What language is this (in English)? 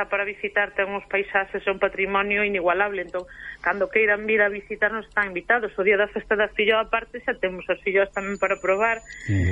Galician